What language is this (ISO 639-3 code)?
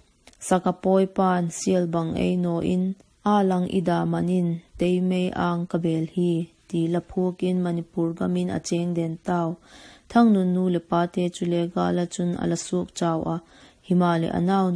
vap